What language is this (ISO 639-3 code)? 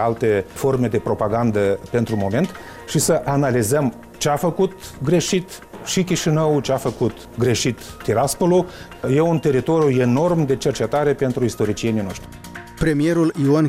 ron